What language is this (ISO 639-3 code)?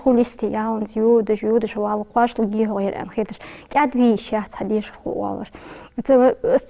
inh